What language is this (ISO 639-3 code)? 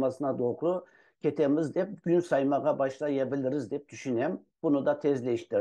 crh